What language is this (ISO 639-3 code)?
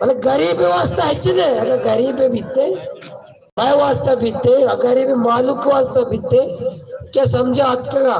bal